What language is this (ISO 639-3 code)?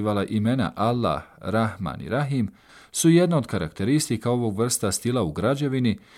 bos